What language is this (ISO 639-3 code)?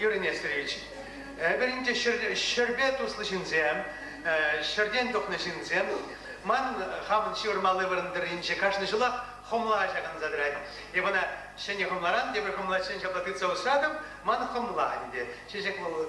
chv